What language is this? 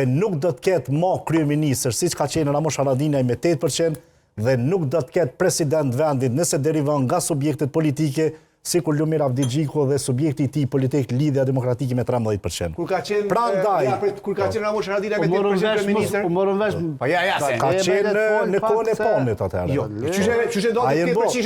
Albanian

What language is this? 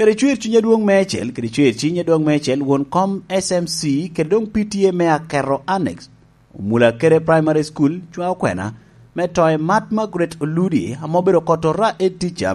Lango (Uganda)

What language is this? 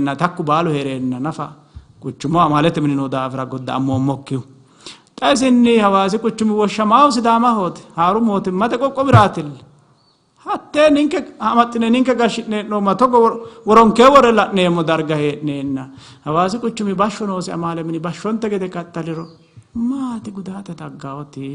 Sidamo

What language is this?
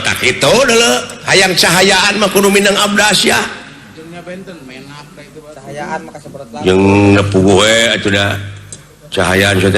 Sundanese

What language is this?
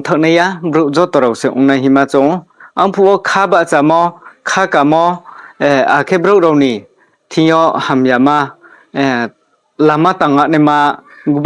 Riang (India)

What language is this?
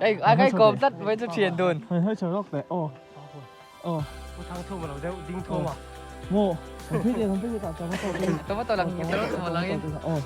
Mizo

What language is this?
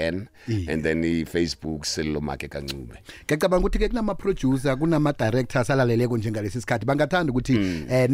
South Ndebele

